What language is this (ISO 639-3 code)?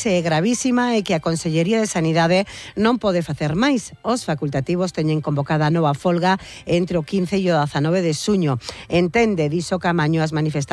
glg